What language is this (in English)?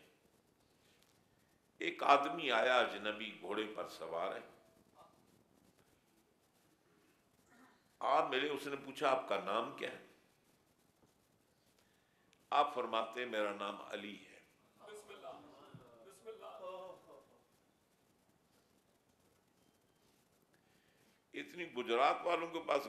Urdu